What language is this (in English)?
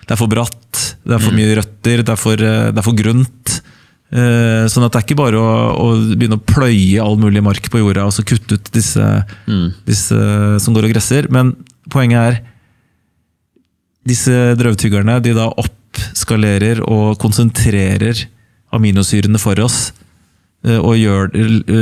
Norwegian